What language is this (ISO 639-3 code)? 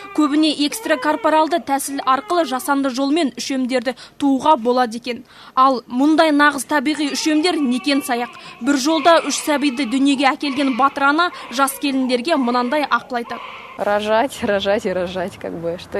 kaz